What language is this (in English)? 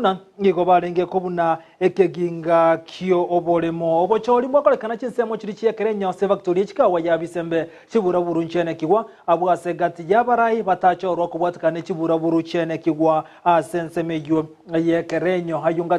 Gusii